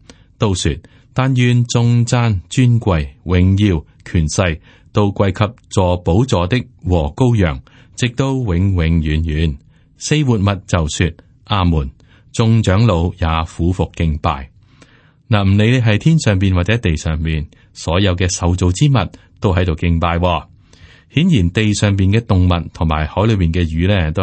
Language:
Cantonese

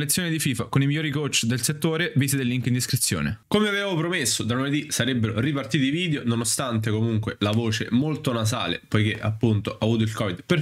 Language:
Italian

